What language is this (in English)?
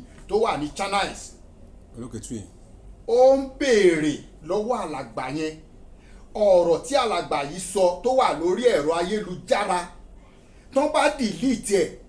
Yoruba